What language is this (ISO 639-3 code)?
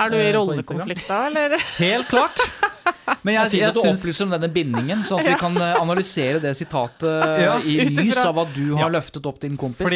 nor